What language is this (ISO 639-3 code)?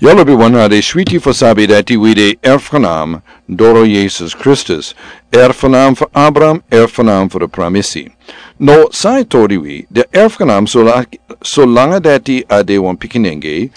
srn